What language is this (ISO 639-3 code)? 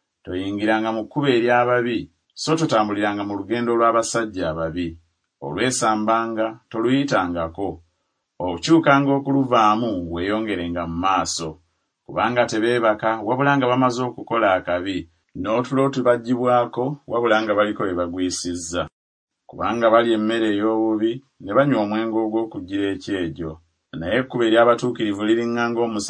lug